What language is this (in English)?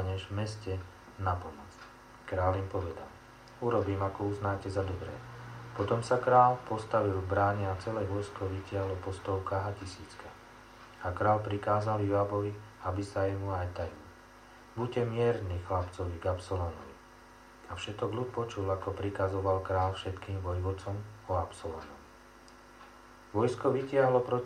Slovak